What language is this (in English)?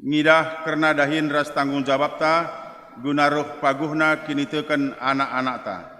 Batak Karo